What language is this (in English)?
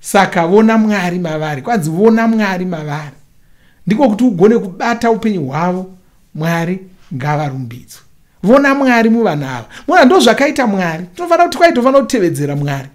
Shona